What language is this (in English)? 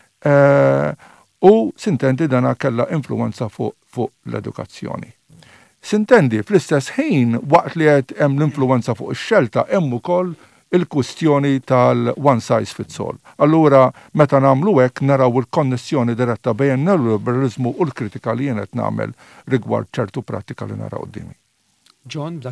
Maltese